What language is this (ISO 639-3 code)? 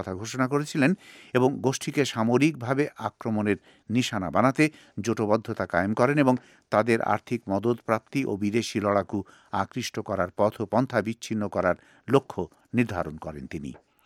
ben